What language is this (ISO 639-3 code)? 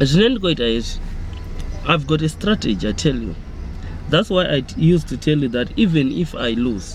ven